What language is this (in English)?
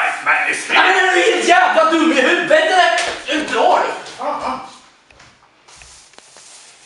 Swedish